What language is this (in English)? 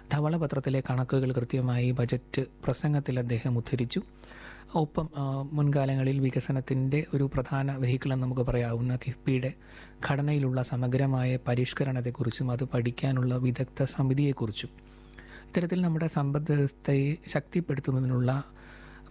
Malayalam